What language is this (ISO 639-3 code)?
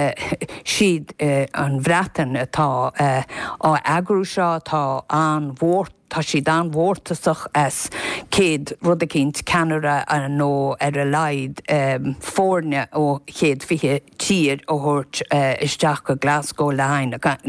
gle